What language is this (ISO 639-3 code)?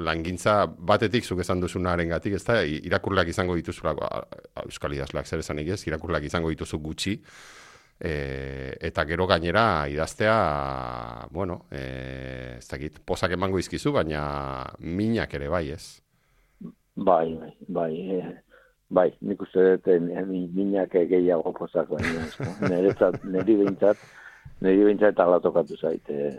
eus